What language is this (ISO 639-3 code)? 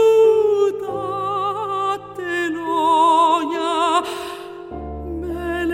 ell